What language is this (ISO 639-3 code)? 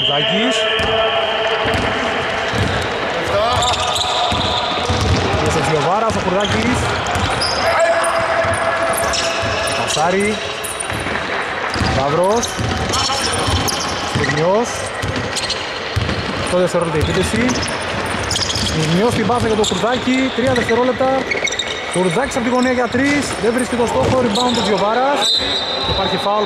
ell